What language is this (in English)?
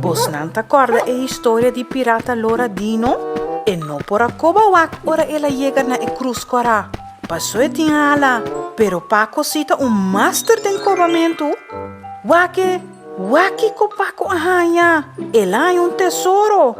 Papiamento